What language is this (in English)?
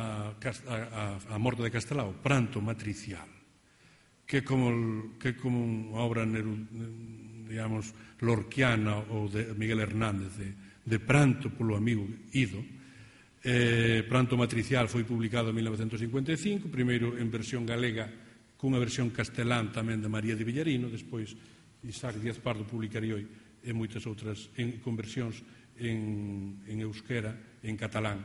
Galician